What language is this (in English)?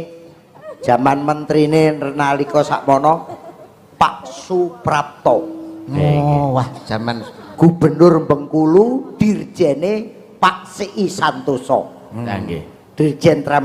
Javanese